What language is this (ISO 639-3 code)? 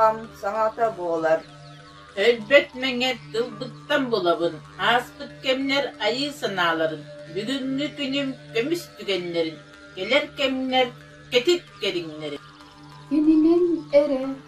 sah